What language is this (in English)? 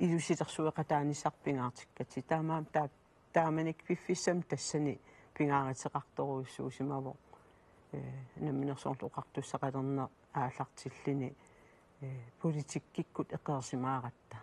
Kalaallisut